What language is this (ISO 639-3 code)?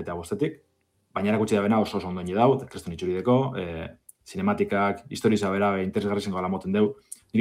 eus